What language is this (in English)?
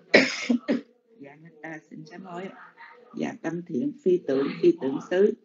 Vietnamese